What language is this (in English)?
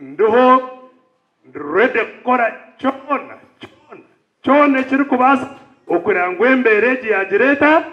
Nyankole